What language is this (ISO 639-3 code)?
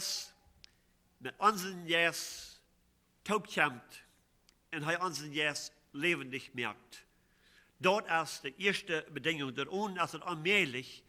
pdt